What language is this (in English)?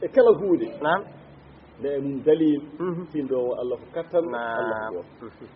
Fula